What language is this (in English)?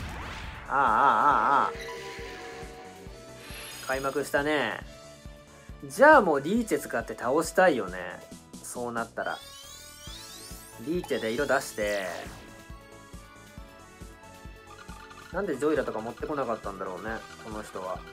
Japanese